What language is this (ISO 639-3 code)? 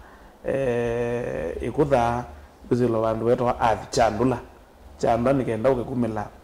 kam